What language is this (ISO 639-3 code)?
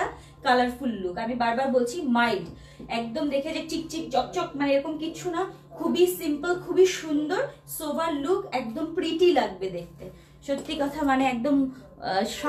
ben